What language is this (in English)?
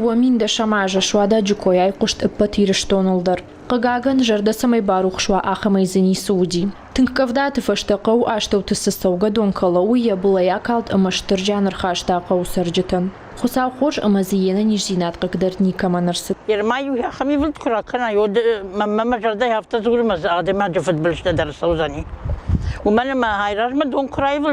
Ossetic